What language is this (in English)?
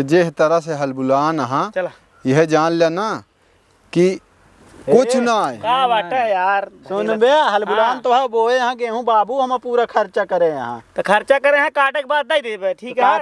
Awadhi